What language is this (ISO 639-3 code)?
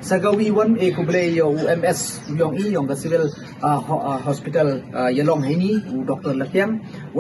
pbv